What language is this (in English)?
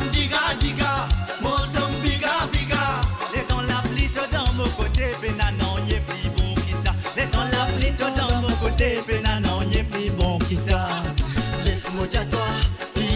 Morisyen